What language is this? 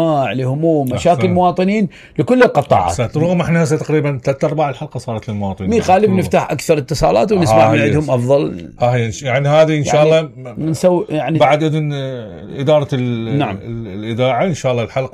Mesopotamian Arabic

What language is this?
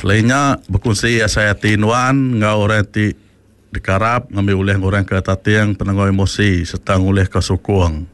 Iban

